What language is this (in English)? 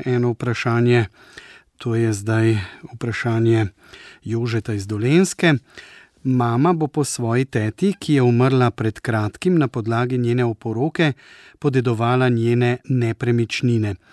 Slovenian